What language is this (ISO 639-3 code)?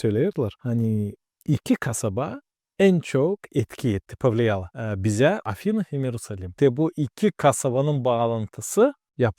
gag